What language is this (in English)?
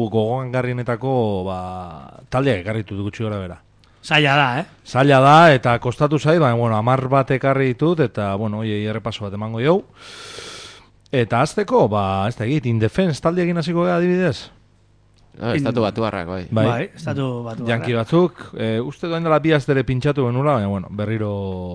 Basque